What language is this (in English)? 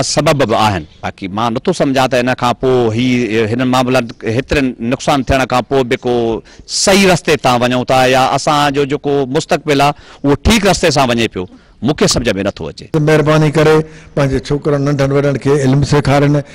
Sindhi